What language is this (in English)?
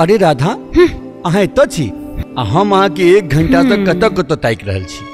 Maithili